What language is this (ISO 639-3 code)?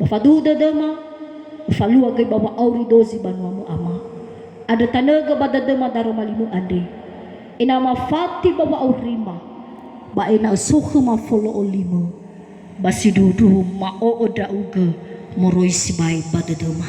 nia